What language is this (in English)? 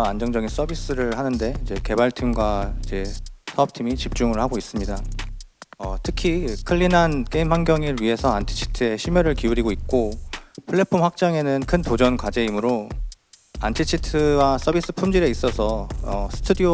Korean